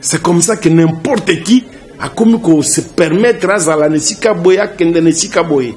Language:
Lingala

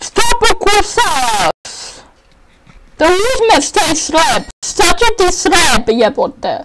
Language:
Bosnian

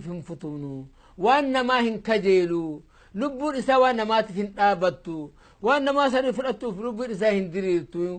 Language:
Oromo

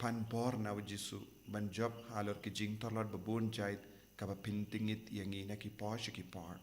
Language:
Khasi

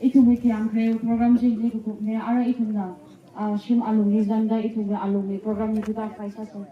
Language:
Tangkhul Naga (India)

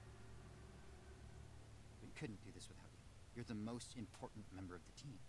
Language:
English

